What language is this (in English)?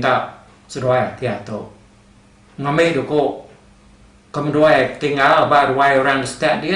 Iban